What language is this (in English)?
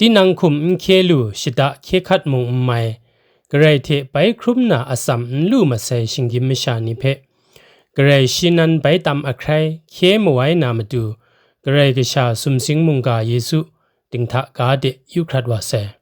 Kachin